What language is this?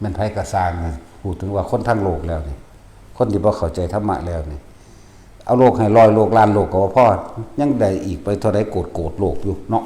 Northeastern Thai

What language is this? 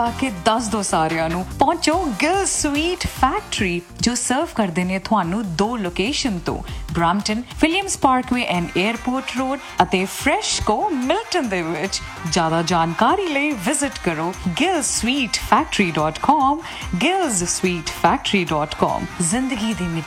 Punjabi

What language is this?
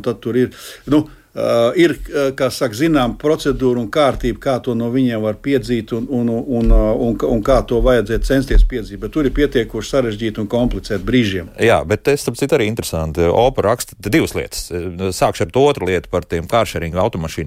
Latvian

